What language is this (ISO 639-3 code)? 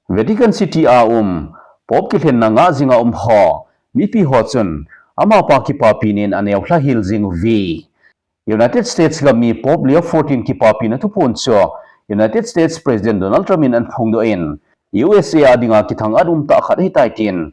tcz